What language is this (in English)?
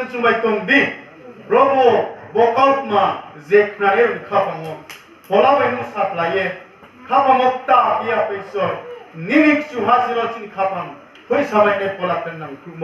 Riang (India)